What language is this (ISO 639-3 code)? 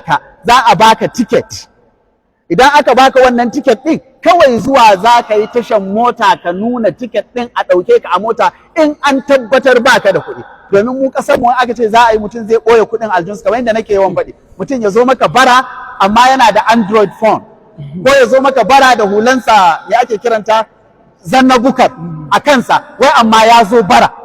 hau